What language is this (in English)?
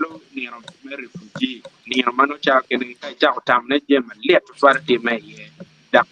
Acoli